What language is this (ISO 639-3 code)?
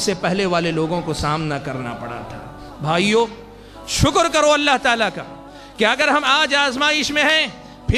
urd